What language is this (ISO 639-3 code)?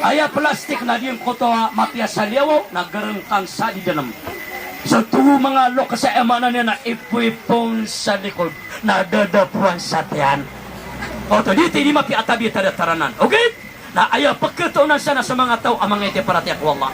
mrw